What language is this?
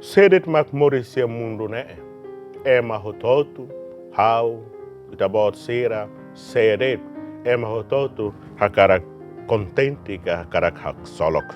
Tetum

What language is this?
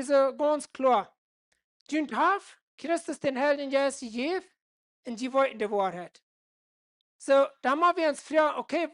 Plautdietsch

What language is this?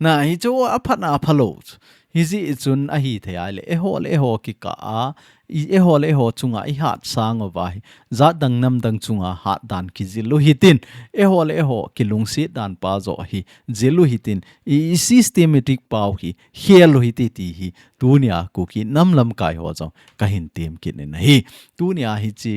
Thado Chin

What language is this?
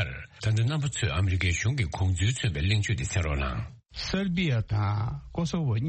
Tibetan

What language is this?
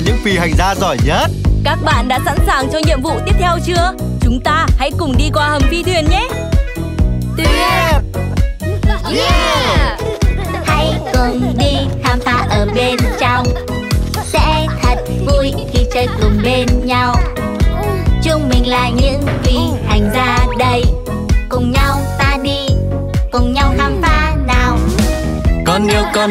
Vietnamese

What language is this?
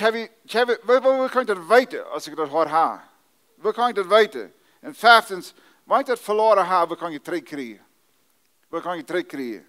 Plautdietsch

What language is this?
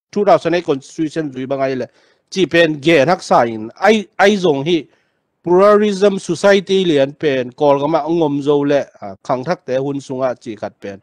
Tedim Chin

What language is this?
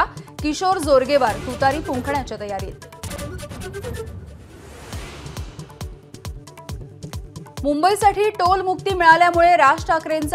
Marathi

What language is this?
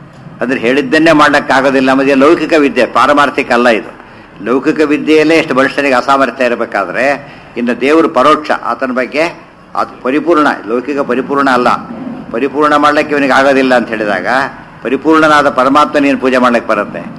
Kannada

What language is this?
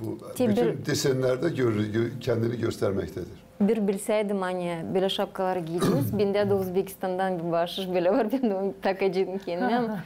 Gagauz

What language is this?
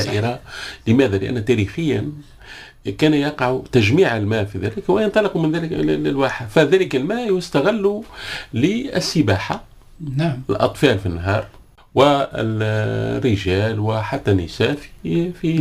Tunisian Arabic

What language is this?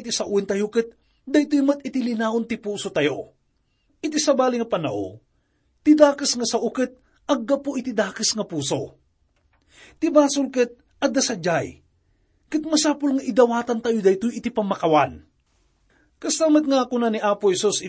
Iloko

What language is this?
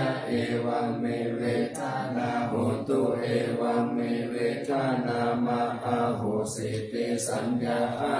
Pali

